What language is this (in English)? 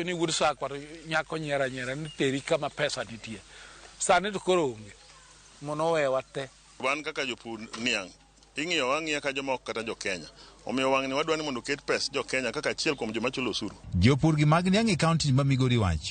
Luo (Kenya and Tanzania)